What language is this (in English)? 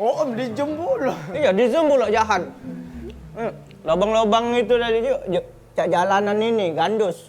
Musi